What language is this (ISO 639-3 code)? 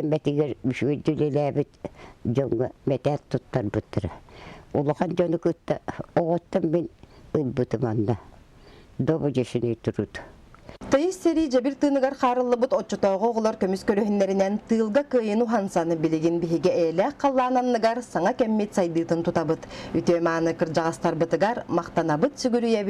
sah